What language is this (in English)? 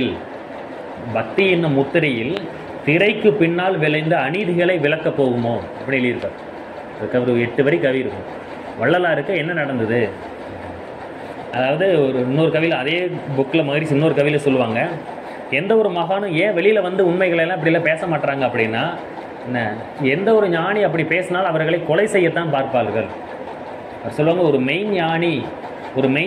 Tamil